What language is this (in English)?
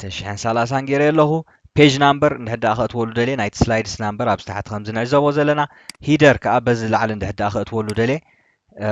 Tigrinya